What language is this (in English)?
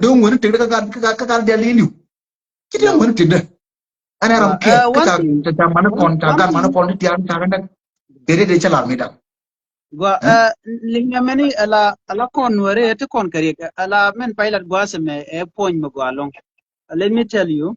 Nuer